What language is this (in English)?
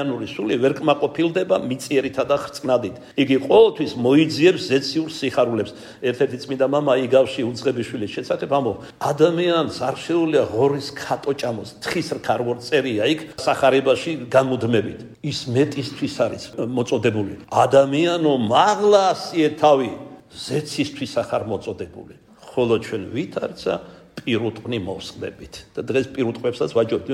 Georgian